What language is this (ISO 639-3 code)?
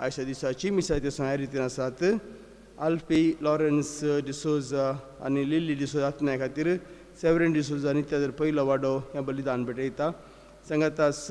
kok